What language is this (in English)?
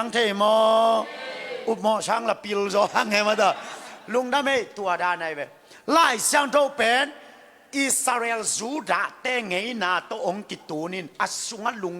Tedim Chin